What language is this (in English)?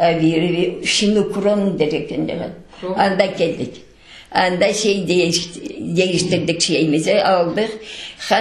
Crimean Tatar